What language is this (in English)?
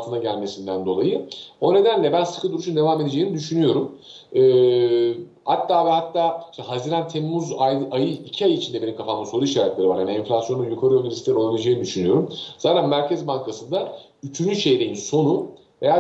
Turkish